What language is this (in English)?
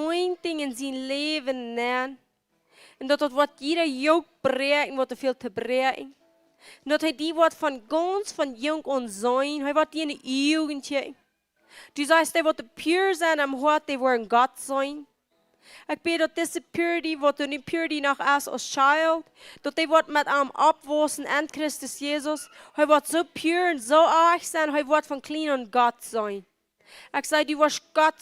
Plautdietsch